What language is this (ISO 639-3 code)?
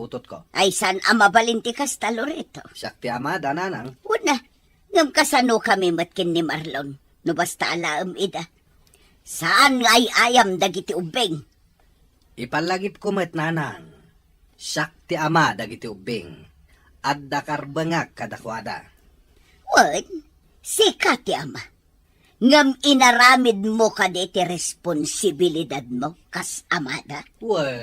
ilo